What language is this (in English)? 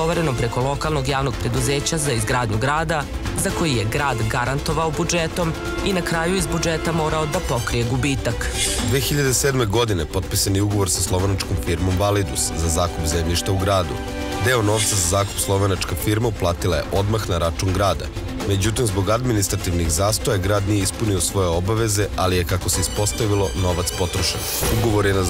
Serbian